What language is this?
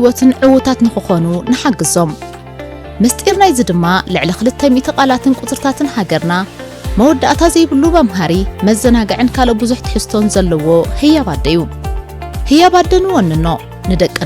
Tigrinya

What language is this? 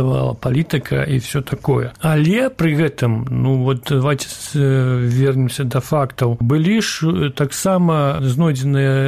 Belarusian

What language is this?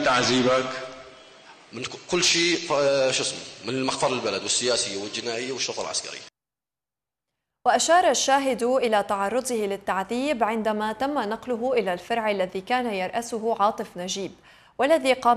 Arabic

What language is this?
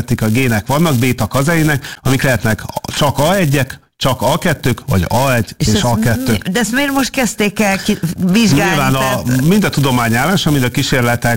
Hungarian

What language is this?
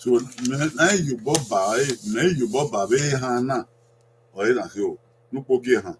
Bini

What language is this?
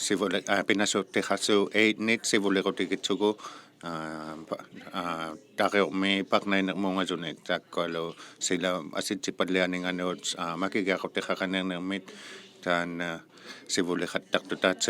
Inuktitut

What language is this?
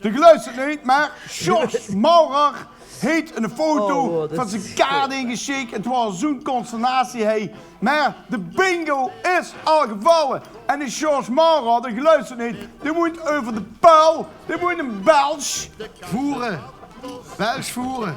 Limburgish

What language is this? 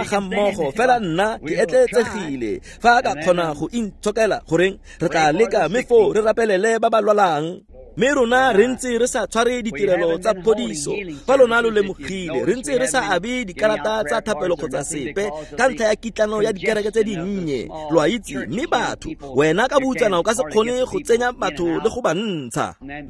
Tswana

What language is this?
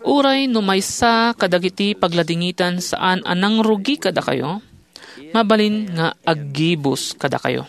Iloko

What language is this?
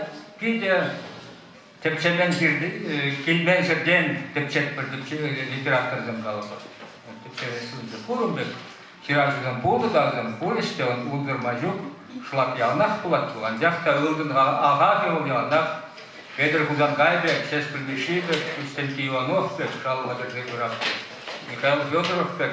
Chuvash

